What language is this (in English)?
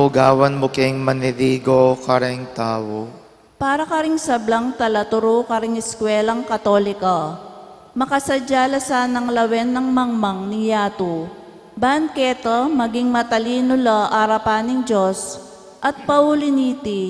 Pampanga